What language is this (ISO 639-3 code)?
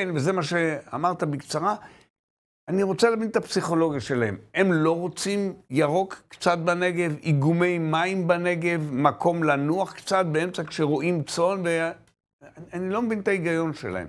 heb